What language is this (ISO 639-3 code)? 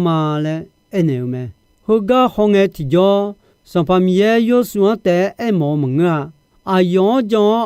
ahk